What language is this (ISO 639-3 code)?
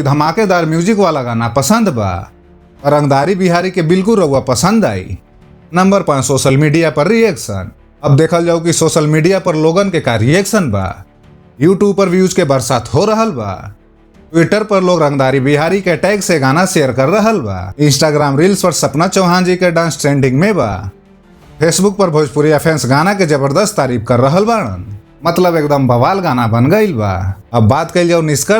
bho